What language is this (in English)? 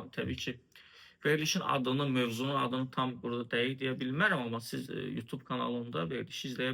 Azerbaijani